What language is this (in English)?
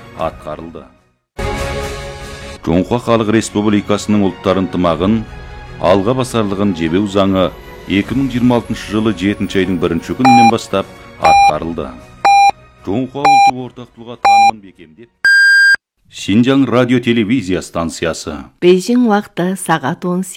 Kazakh